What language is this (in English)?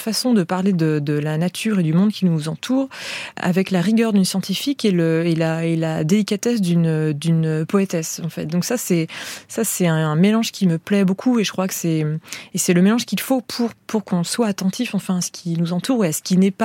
French